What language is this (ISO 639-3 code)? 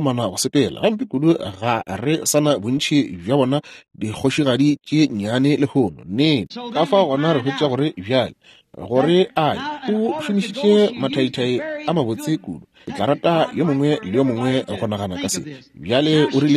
nso